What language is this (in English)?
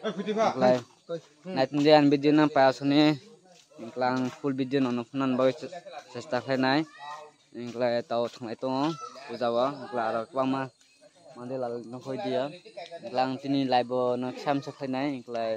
Kok Borok